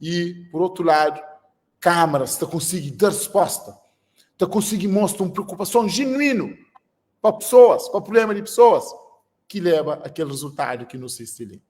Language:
Kabuverdianu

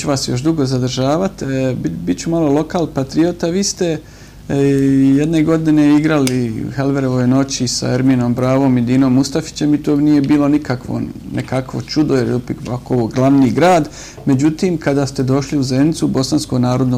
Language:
Serbian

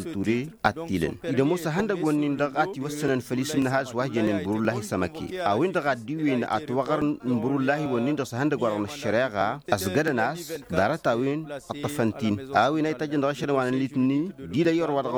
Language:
Tamasheq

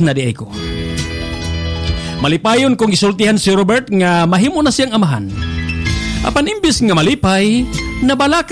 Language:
Cebuano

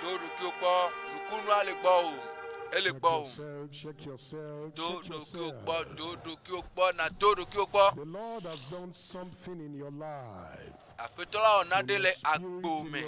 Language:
Ewe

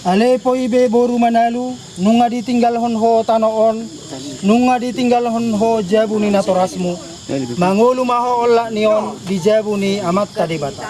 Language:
Batak Toba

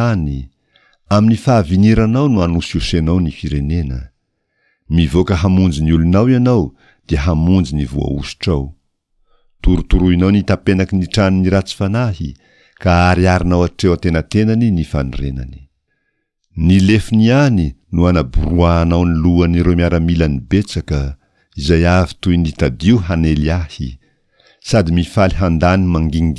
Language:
Malagasy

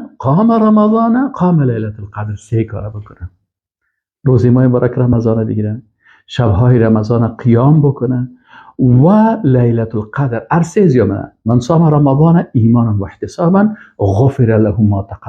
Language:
Persian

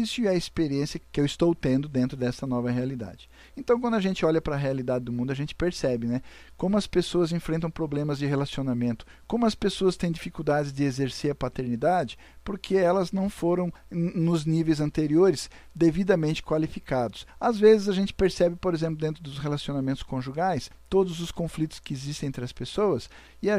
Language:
Portuguese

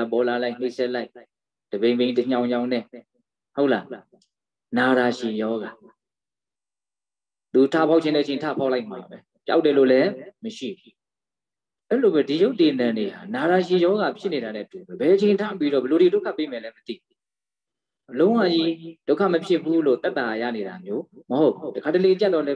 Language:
Burmese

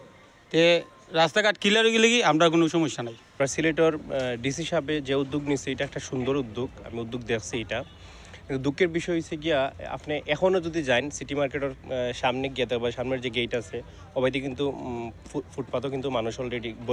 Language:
Sylheti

